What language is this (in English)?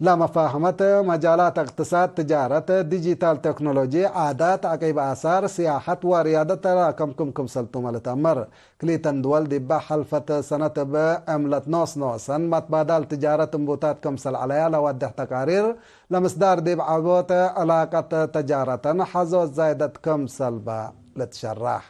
Tigre